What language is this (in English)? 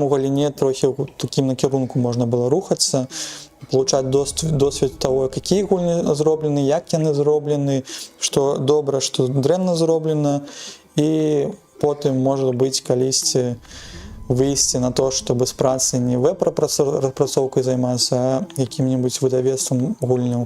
Belarusian